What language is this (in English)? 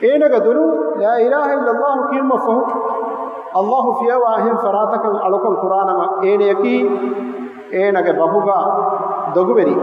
Divehi